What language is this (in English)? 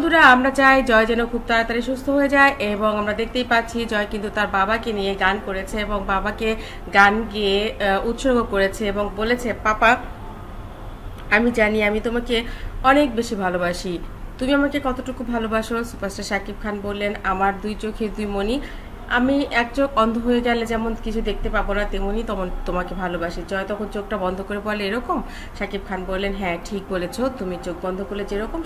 Bangla